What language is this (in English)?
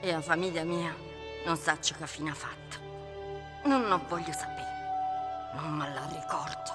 Neapolitan